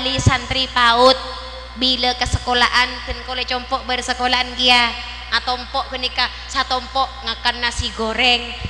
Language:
Madurese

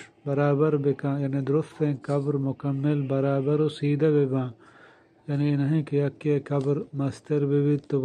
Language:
Eastern Balochi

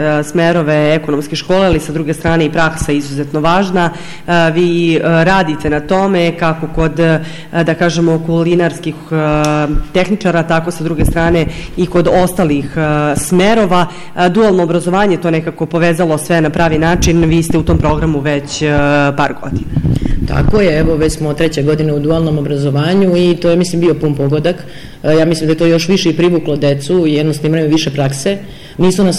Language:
Serbian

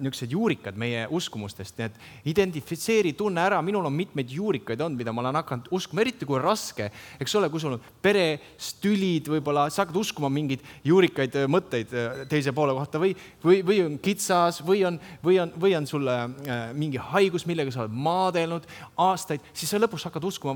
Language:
Estonian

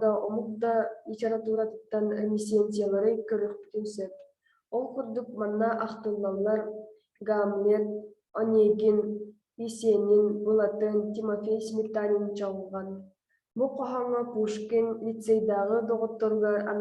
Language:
Yakut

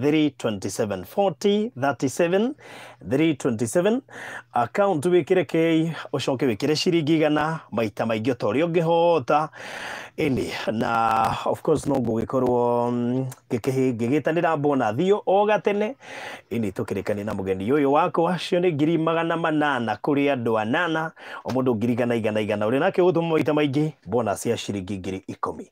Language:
Kikuyu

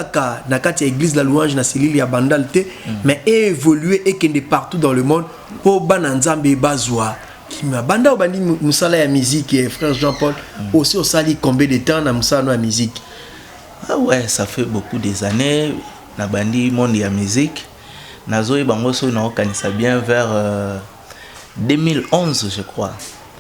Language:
Lingala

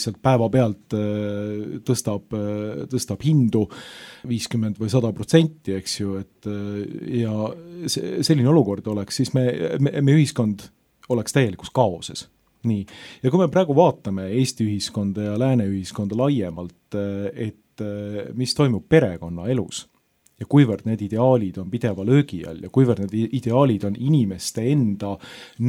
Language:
Estonian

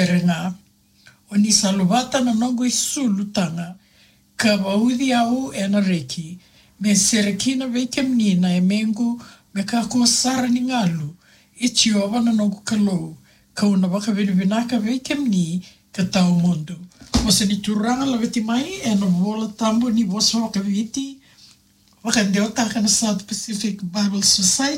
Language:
Fijian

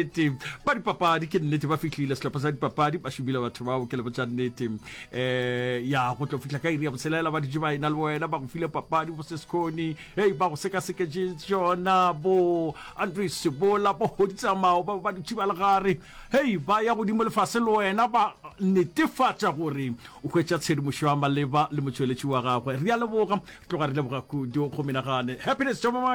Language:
Northern Sotho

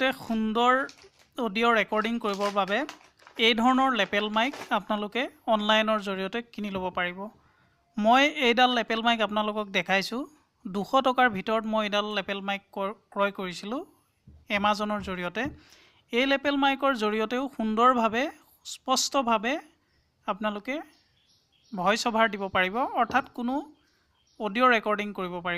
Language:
Assamese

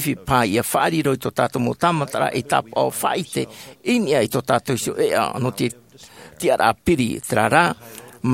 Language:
Tahitian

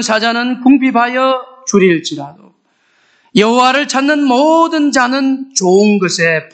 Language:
Korean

